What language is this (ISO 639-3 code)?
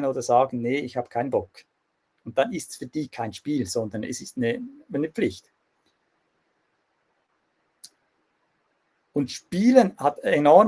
deu